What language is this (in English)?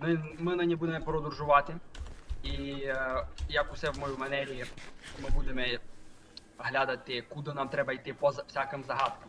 Rusyn